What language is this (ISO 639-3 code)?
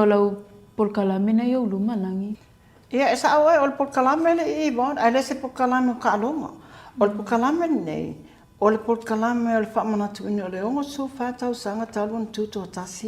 smo